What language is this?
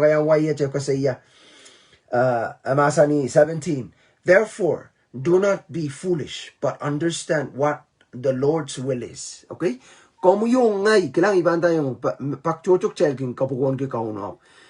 Pohnpeian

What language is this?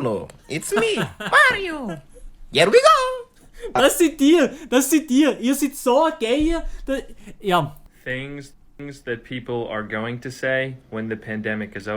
Swiss German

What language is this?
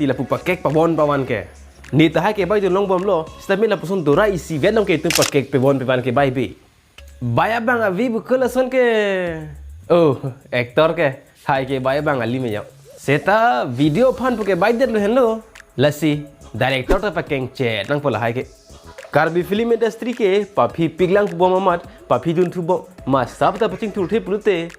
Karbi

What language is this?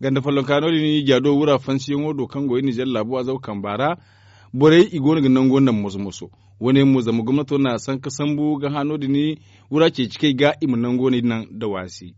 Zarma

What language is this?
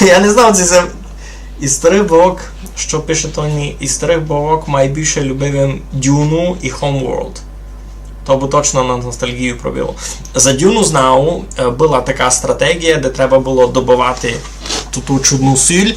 Rusyn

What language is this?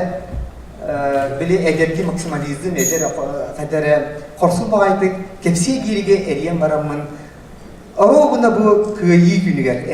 Yakut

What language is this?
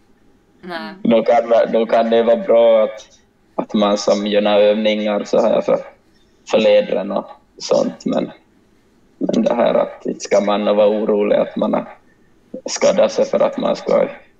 Swedish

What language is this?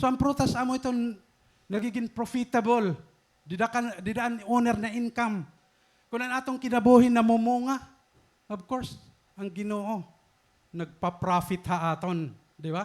Waray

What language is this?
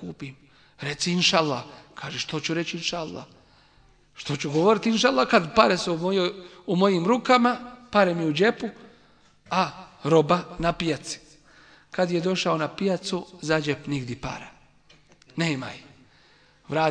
Bosnian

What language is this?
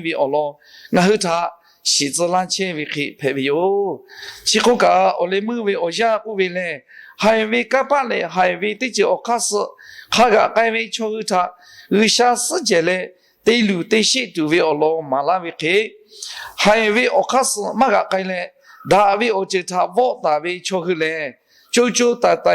Lahu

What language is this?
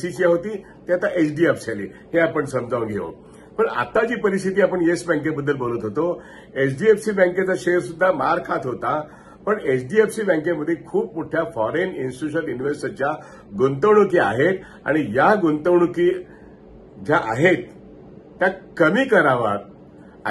Marathi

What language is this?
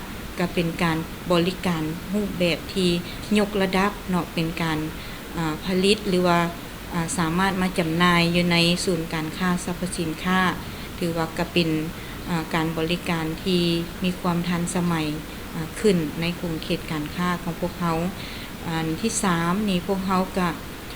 Lao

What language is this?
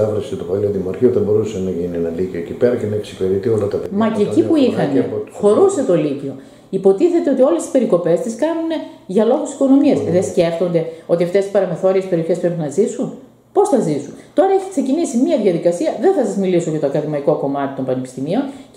Greek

